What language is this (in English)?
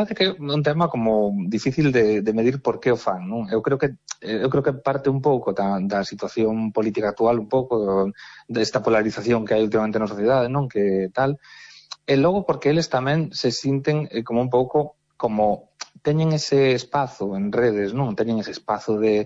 Galician